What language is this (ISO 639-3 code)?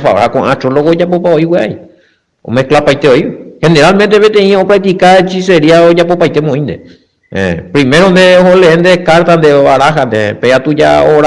grn